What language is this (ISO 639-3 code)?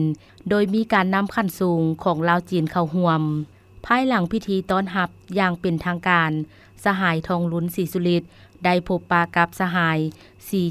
lao